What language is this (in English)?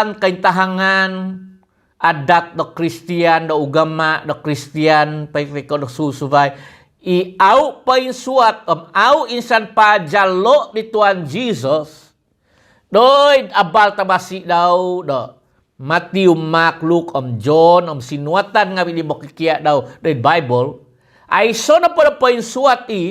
Central Dusun